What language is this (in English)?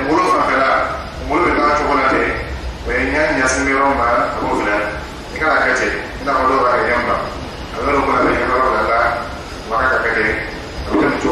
Dyula